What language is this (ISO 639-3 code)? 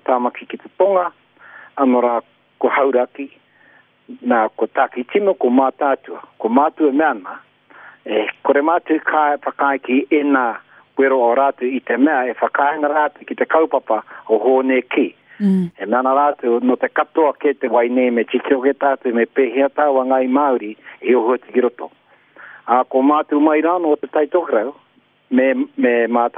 mri